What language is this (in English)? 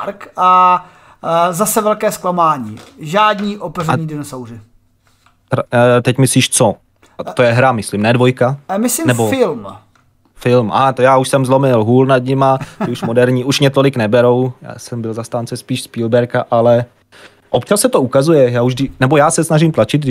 Czech